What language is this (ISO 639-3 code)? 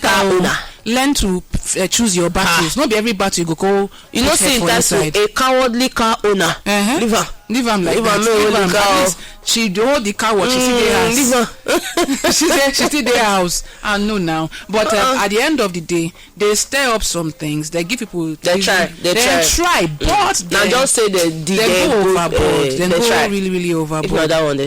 pcm